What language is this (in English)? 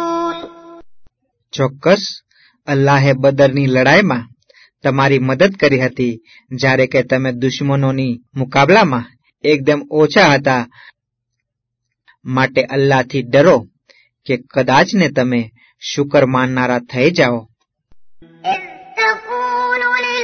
Gujarati